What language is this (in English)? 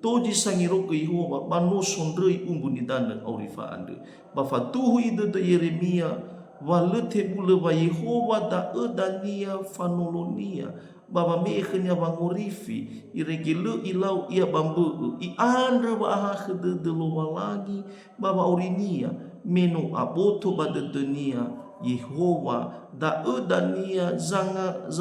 Nias